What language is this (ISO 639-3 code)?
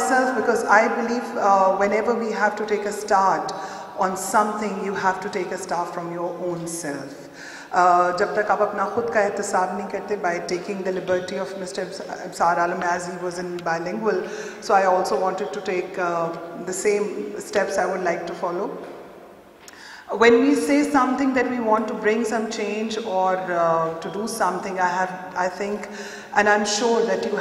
urd